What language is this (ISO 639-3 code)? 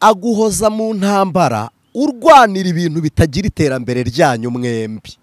kin